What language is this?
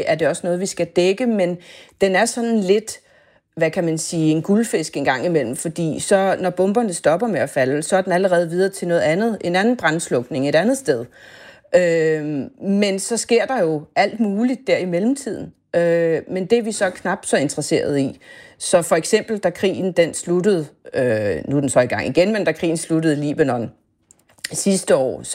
Danish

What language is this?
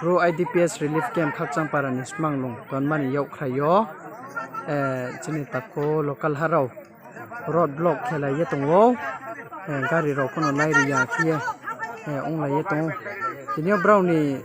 Riang (India)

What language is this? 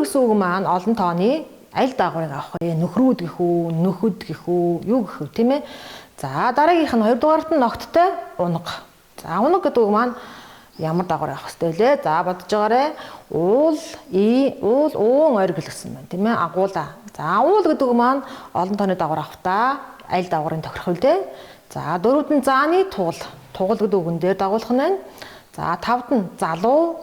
Mongolian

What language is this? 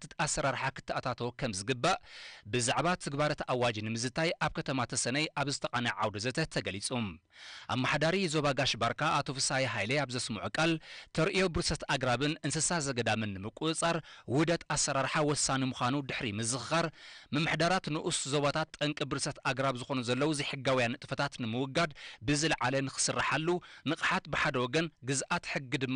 Tigrinya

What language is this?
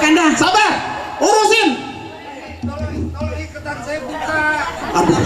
Betawi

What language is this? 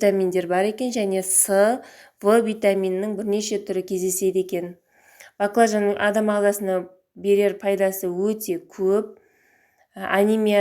Kazakh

